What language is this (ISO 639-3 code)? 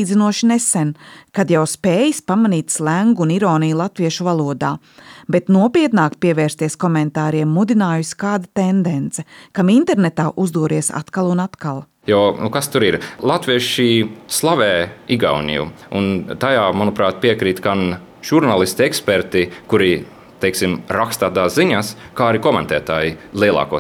lav